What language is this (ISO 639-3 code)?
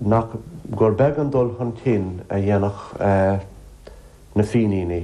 gle